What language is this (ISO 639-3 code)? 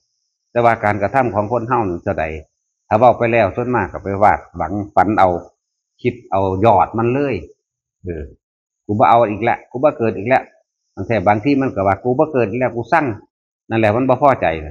tts